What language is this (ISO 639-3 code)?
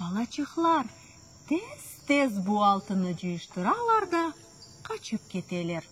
crh